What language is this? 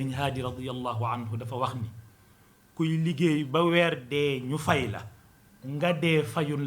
Wolof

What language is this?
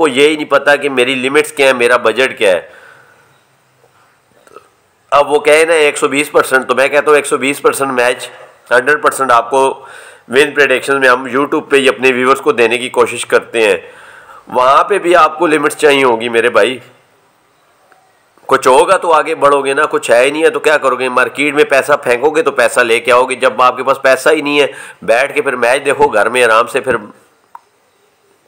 Hindi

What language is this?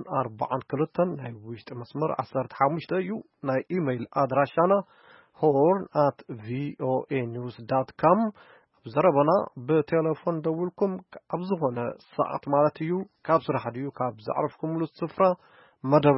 Tigrinya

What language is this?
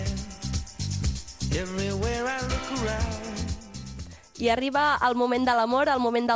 Catalan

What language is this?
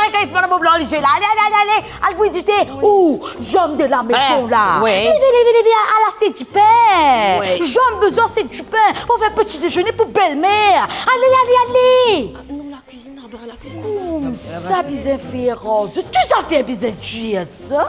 Morisyen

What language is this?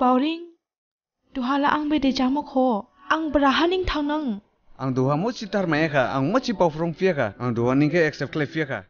Dimasa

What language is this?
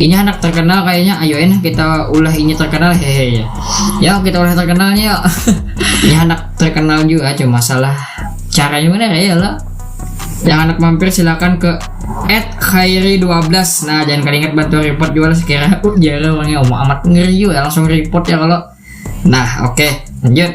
Banjar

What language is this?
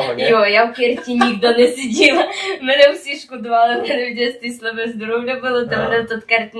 Rusyn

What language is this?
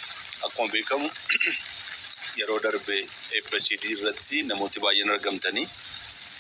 Oromo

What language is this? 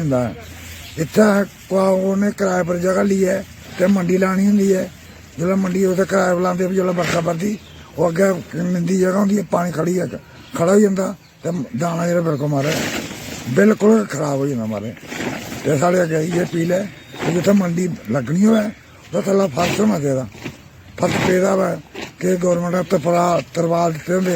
Dogri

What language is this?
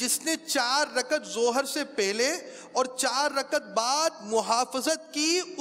Urdu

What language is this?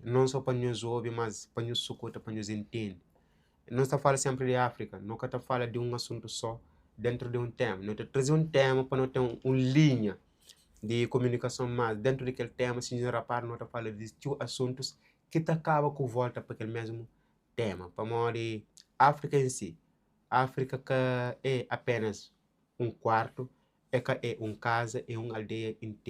Kabuverdianu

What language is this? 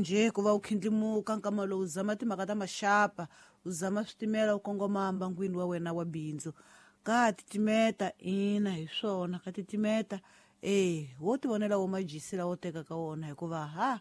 Tsonga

